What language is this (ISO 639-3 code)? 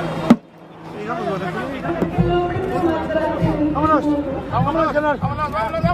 spa